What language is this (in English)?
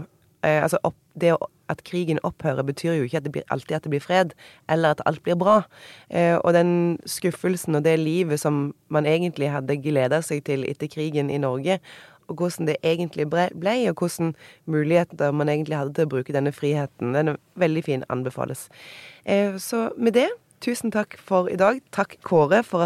Norwegian